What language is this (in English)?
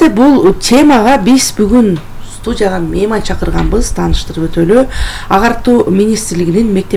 Kyrgyz